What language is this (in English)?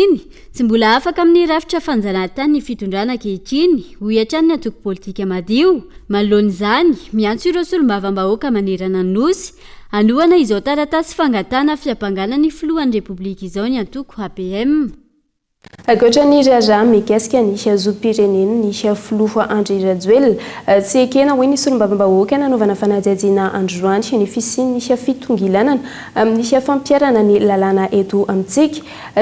Malagasy